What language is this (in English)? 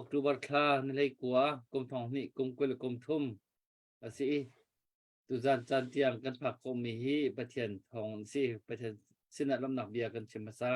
Hakha Chin